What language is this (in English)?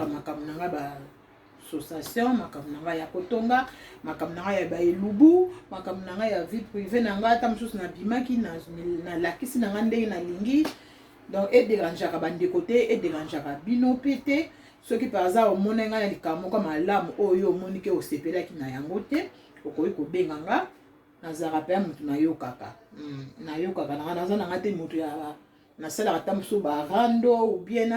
Lingala